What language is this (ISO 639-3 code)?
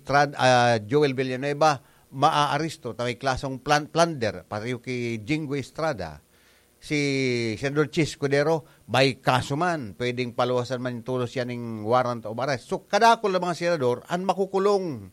bik